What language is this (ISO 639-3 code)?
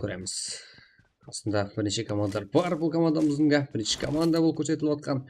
kaa